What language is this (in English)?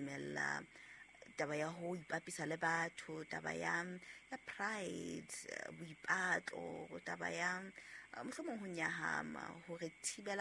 Southern Sotho